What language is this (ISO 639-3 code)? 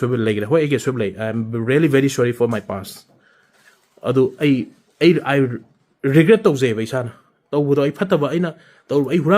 mni